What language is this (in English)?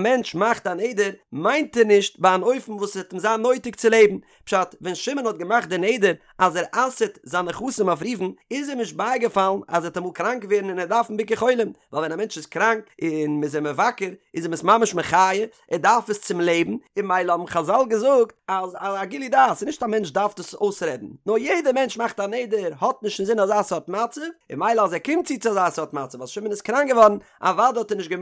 Yiddish